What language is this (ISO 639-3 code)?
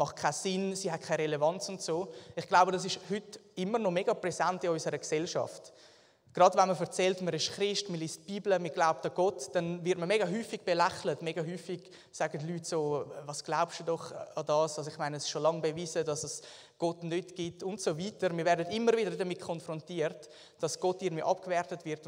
gsw